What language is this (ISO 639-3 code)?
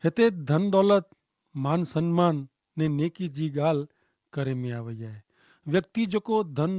kfr